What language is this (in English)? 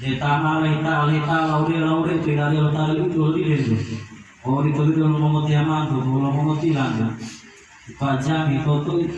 Gorontalo